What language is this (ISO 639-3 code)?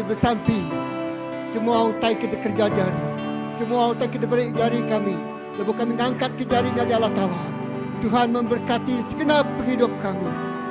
iba